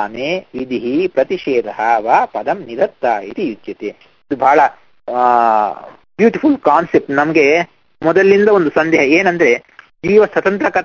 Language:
Kannada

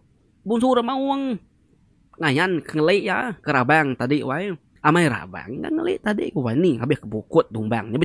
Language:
Iban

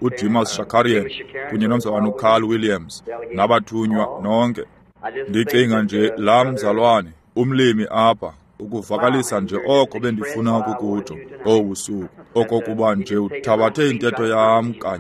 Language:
Xhosa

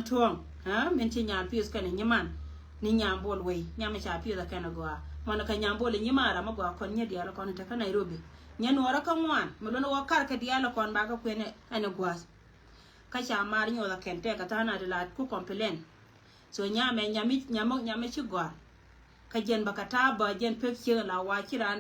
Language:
Nuer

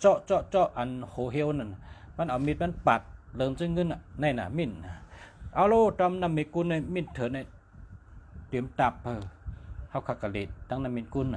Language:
Shan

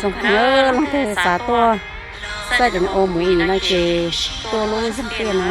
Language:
Hmong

